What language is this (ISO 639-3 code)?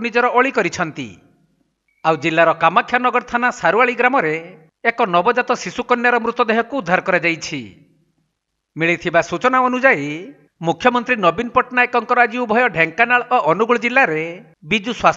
ori